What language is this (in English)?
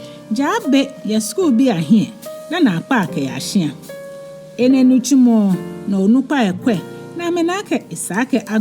Ga